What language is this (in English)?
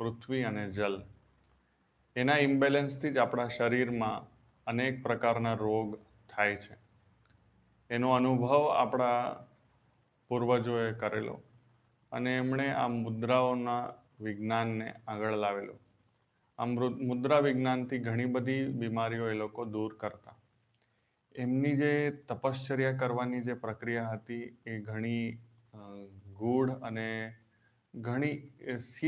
Gujarati